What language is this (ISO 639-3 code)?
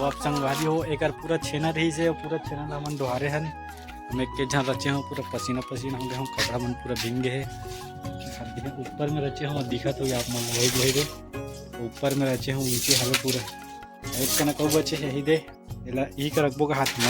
hne